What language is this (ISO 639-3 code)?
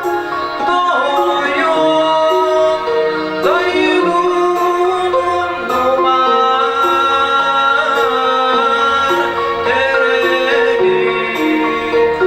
sah